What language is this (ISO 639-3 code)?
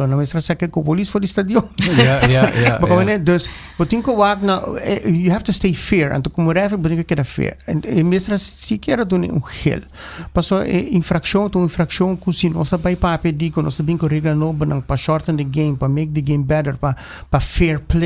pap